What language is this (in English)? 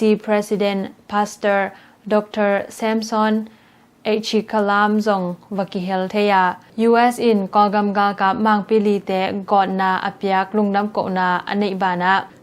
Tedim Chin